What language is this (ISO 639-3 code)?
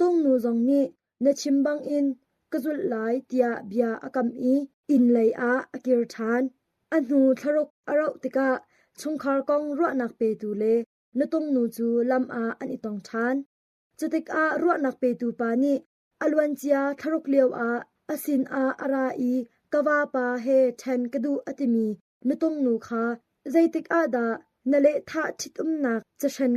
cnh